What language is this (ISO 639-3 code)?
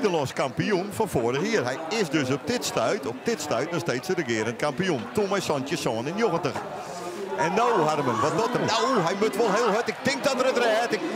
fry